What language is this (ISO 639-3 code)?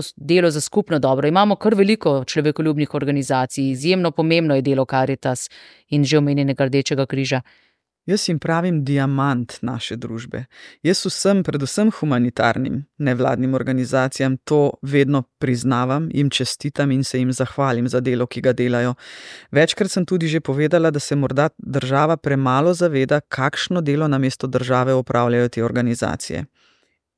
slv